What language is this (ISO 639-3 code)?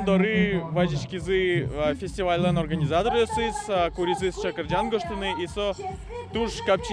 udm